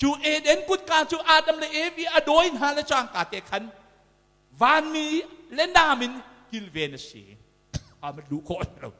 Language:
Hakha Chin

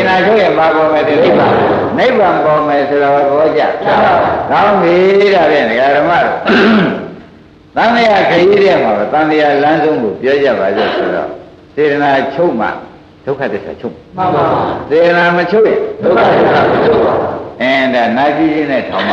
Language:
Burmese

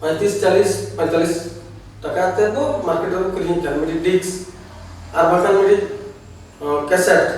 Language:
Santali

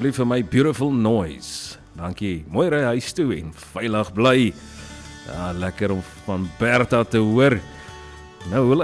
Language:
Afrikaans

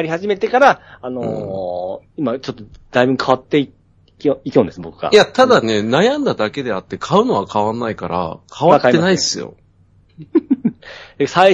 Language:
Japanese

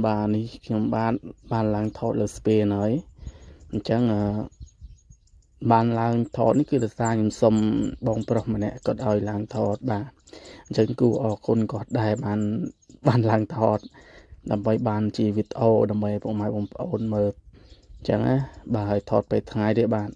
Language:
Khmer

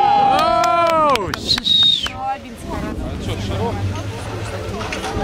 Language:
Russian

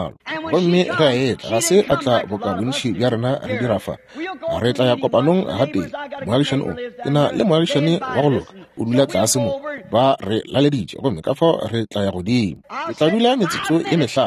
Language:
Northern Sotho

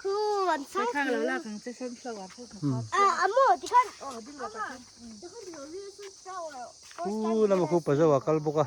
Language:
Hmar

